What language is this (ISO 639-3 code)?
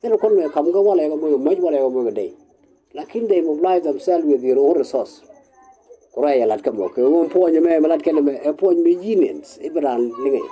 nus